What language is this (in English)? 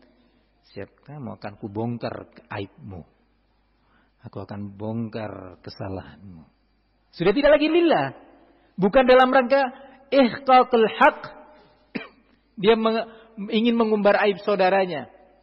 Indonesian